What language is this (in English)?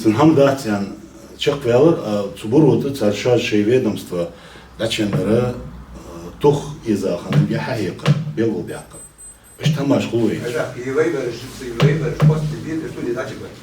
Ingush